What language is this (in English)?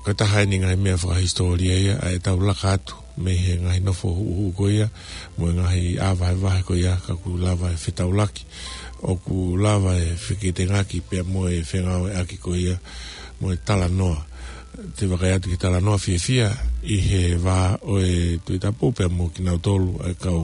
Tongan